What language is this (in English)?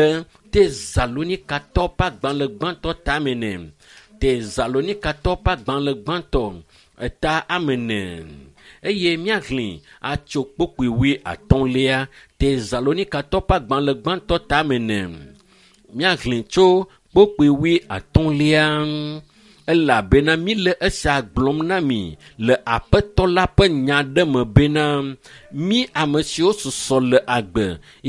Ewe